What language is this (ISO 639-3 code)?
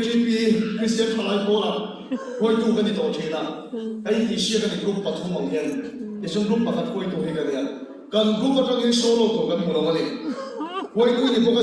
lus